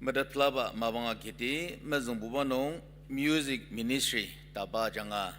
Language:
Ao Naga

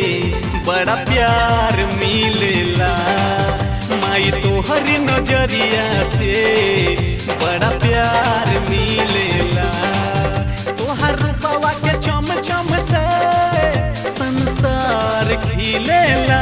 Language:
Bhojpuri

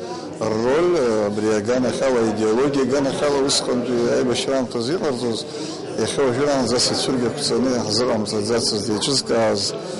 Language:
Abkhazian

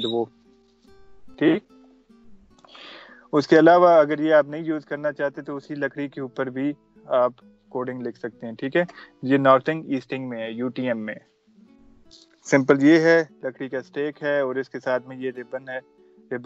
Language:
Urdu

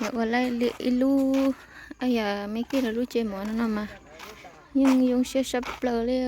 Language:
Hmong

